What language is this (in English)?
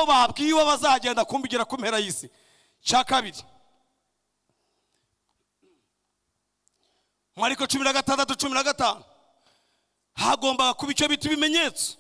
Kinyarwanda